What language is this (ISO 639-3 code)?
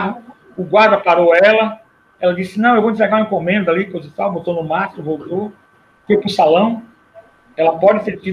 por